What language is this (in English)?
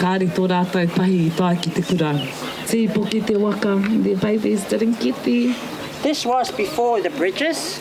Māori